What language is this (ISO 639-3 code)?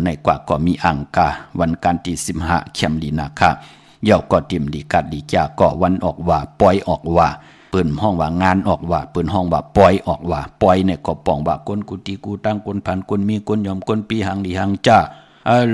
shn